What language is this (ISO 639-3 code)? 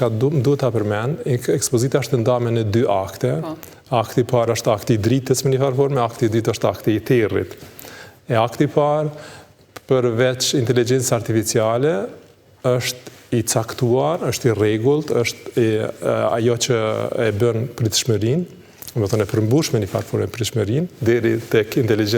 sqi